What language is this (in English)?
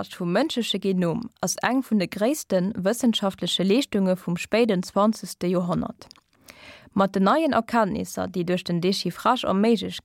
Luxembourgish